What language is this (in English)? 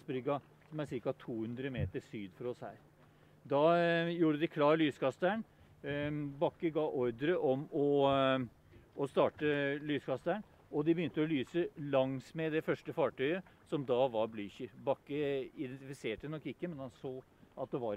Norwegian